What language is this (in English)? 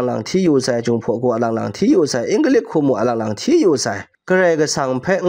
Kachin